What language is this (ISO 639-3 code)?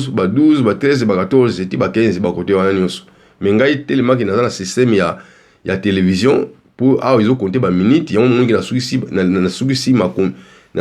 lin